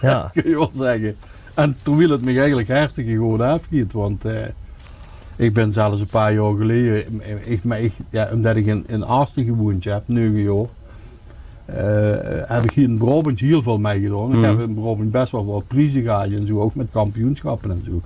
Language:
Limburgish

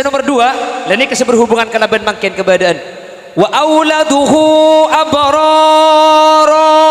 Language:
Madurese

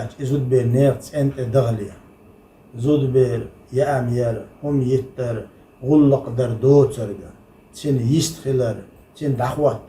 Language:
Chechen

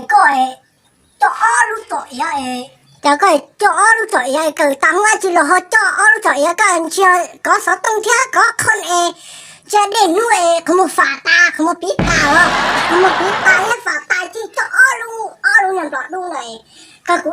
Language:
Hmong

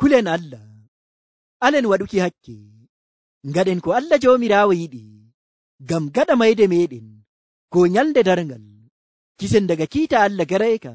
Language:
Nigerian Fulfulde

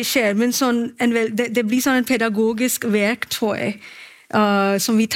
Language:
Norwegian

